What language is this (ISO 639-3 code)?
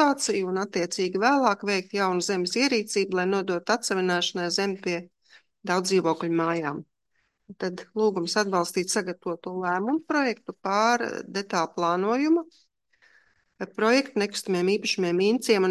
lav